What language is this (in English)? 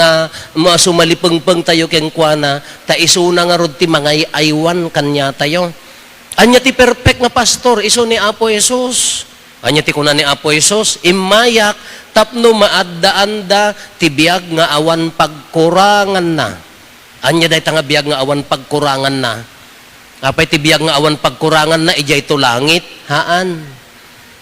Iloko